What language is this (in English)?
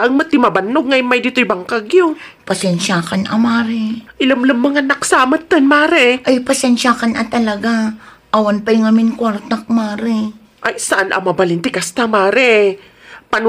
Iloko